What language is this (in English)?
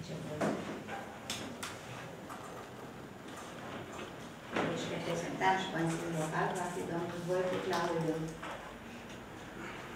Romanian